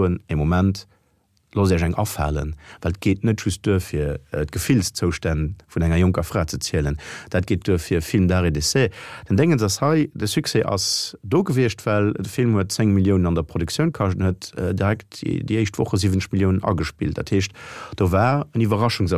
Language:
Luxembourgish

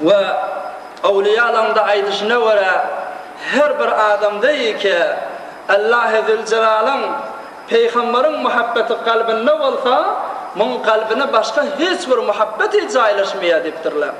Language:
Turkmen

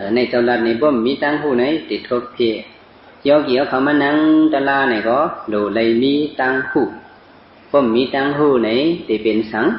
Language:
Shan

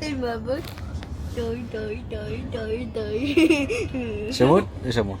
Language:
Kalaallisut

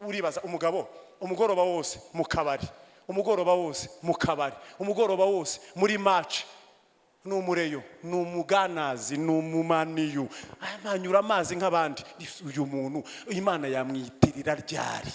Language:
Kinyarwanda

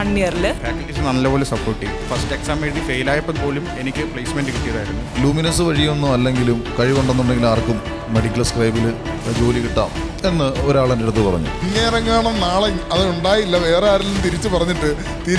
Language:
Malayalam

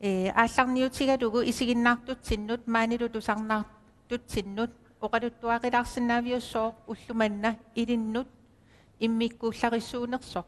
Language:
Kalaallisut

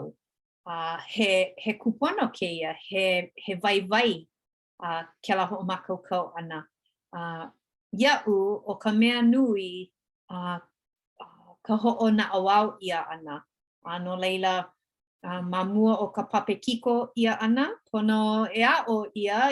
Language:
Hawaiian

